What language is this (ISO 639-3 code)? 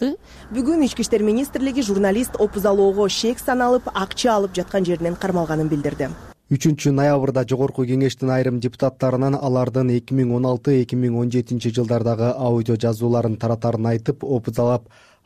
kir